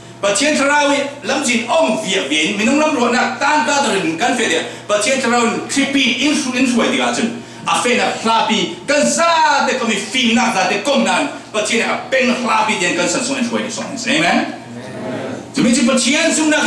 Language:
Falam Chin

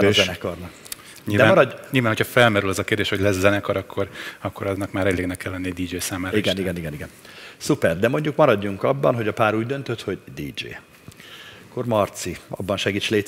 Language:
Hungarian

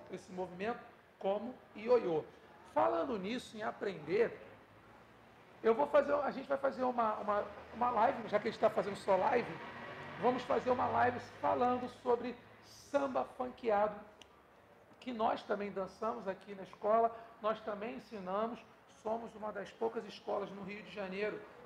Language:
Portuguese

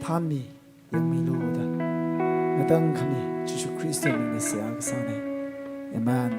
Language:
Tangkhul Naga (India)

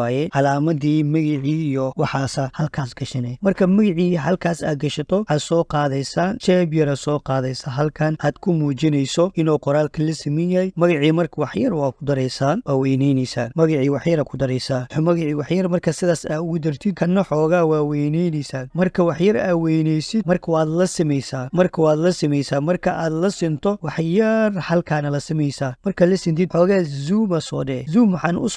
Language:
Somali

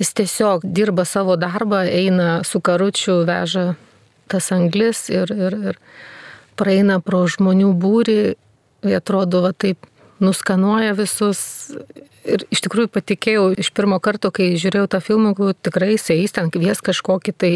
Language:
Lithuanian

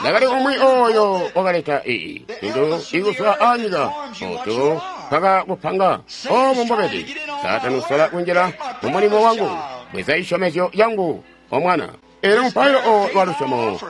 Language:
Tonga (Zambia)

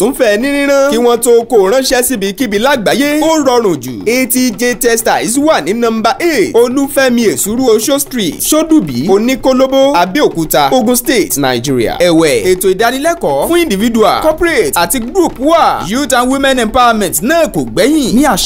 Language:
Yoruba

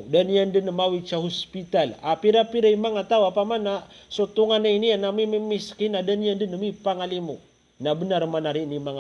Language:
Maranao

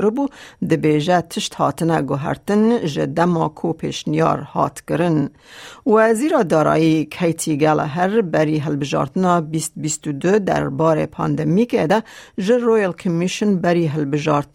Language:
Kurdish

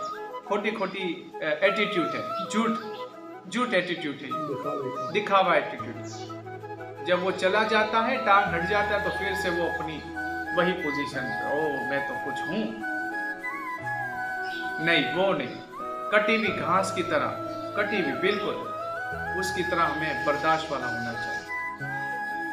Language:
Hindi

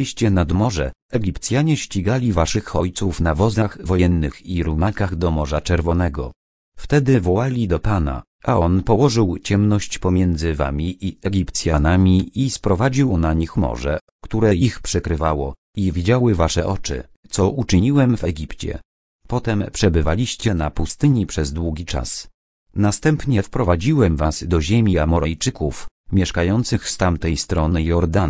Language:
Polish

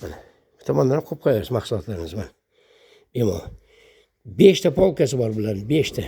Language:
Uzbek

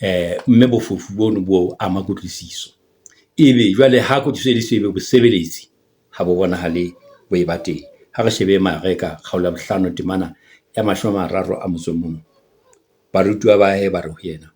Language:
Southern Sotho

